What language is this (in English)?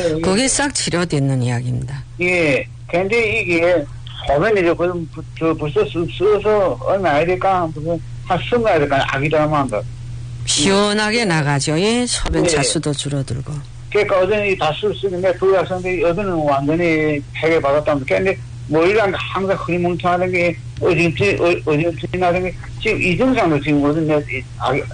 Korean